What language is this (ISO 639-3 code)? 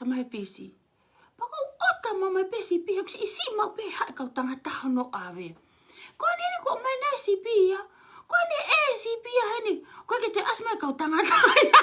ton